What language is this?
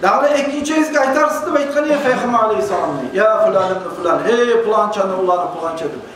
Kumyk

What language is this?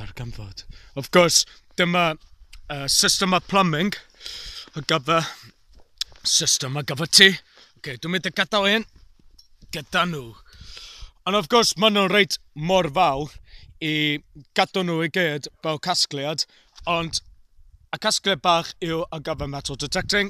Welsh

